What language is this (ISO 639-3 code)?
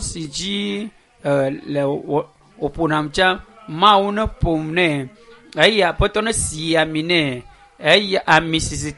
ewe